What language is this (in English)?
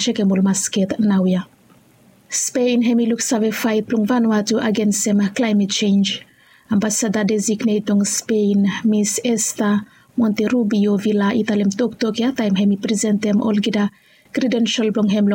Bislama